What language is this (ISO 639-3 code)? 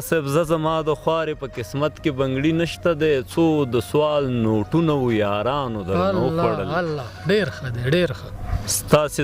pus